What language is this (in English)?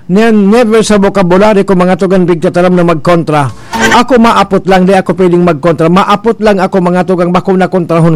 Bikol